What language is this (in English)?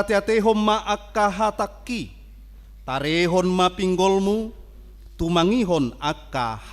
Batak Toba